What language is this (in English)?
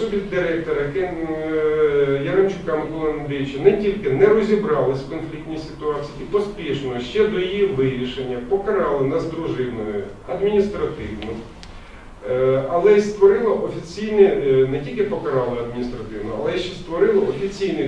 Ukrainian